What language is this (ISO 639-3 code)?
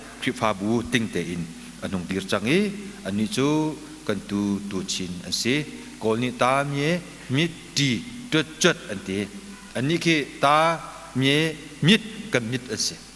cnh